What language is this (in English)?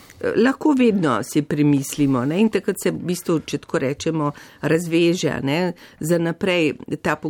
Slovenian